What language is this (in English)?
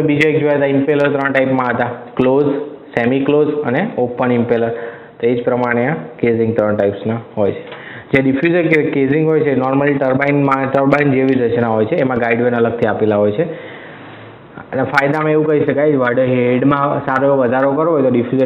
Gujarati